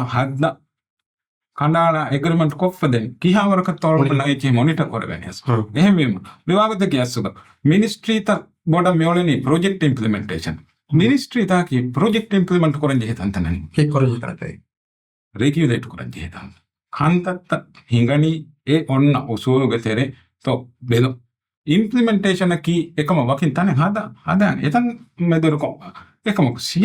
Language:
Divehi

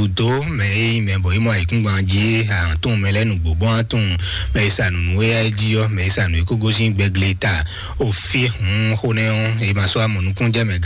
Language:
Fon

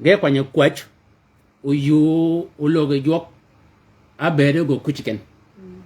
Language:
Shilluk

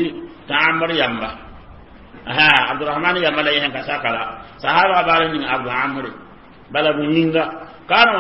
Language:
Mossi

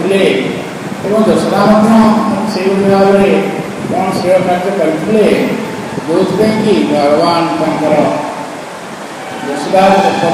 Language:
Odia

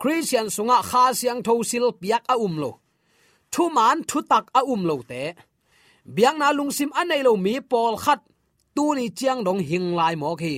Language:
Tedim Chin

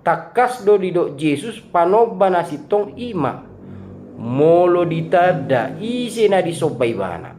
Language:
Batak Toba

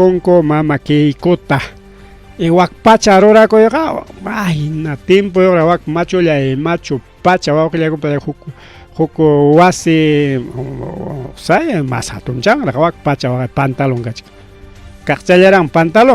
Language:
Ayacucho Quechua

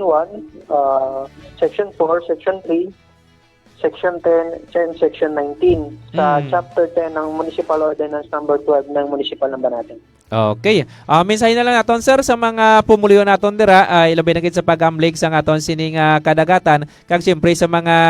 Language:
Hiligaynon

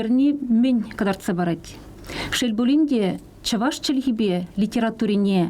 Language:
Chuvash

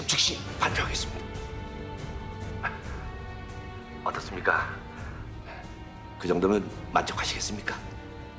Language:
Korean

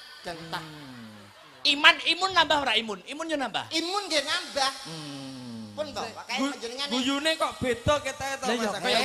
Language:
Javanese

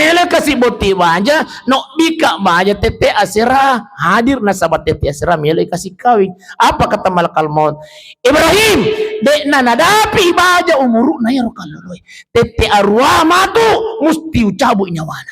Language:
Buginese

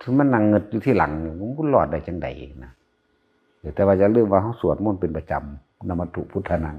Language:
Northeastern Thai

